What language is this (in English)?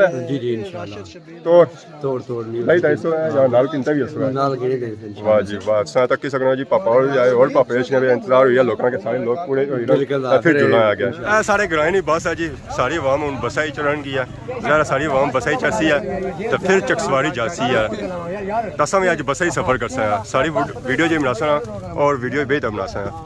Pahari-Potwari